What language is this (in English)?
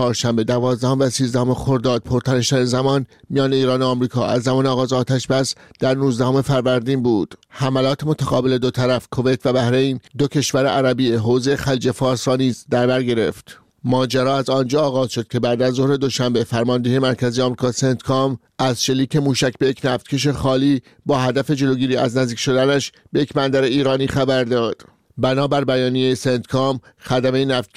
Persian